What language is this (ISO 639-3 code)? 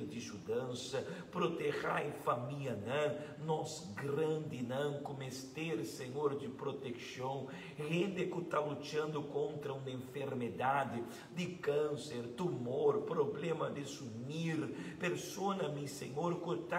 pap